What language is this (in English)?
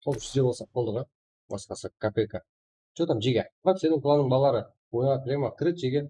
Kara-Kalpak